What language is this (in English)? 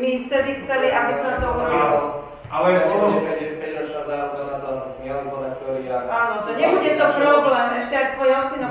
Slovak